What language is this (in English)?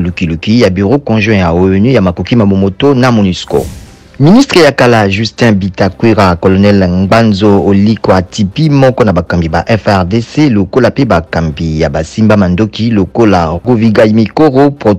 Lingala